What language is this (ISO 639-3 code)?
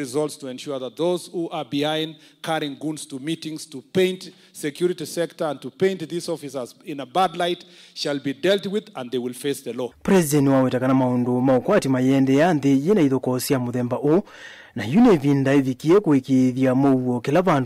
kam